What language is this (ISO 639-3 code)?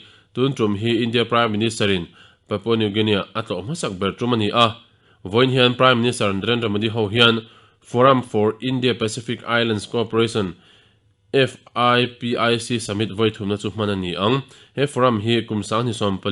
lus